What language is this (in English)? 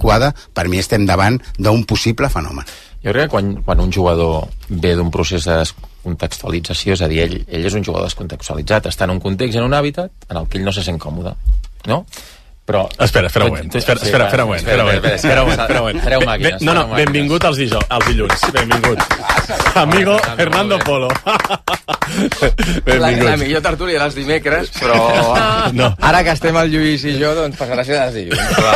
Catalan